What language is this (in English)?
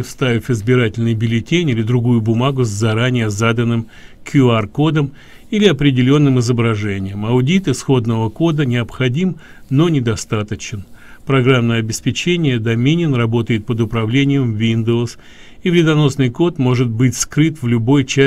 Russian